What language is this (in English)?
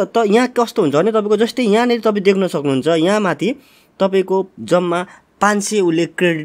Nepali